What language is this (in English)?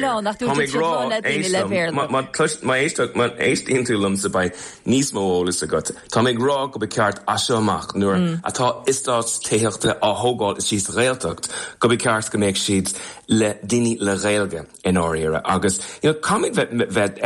Irish